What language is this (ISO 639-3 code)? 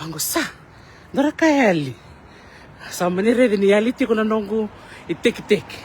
fij